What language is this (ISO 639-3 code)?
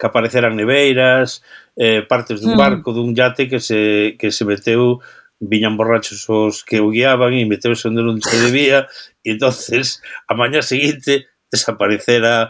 glg